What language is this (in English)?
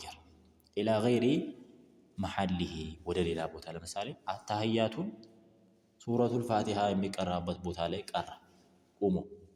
Amharic